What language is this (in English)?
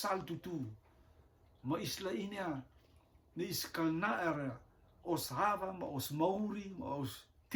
Rotuman